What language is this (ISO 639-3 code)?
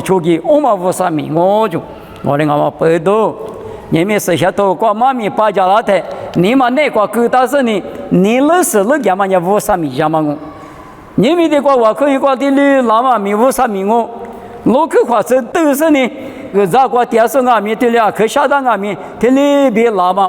lis